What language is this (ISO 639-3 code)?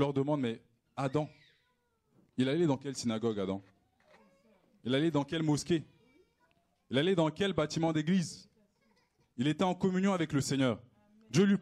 fra